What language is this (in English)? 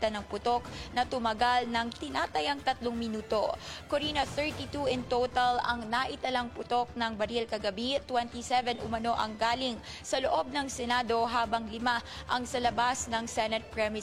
Filipino